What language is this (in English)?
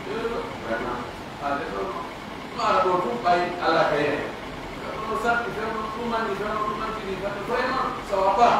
Pular